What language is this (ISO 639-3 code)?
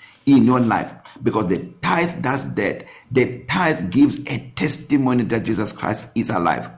eng